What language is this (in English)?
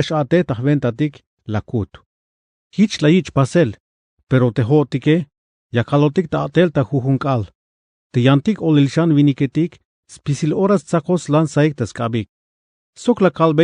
Tzeltal